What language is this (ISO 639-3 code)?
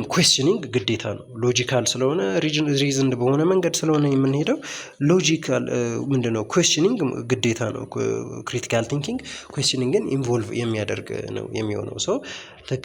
amh